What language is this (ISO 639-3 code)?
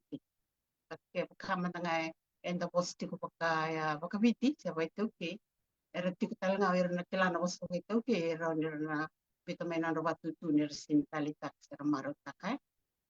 fij